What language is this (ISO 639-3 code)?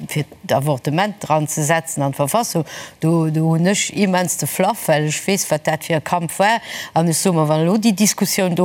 ltz